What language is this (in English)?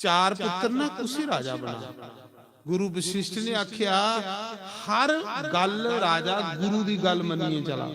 Dogri